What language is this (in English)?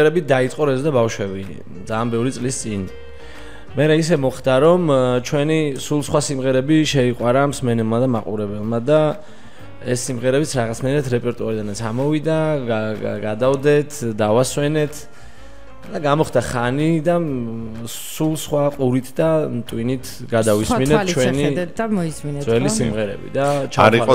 Georgian